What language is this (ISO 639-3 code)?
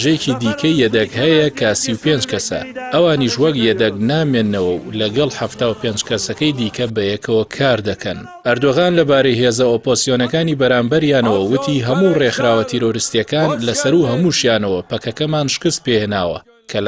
ckb